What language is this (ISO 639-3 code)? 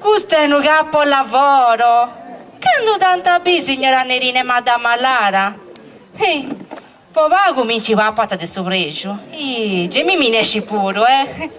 srd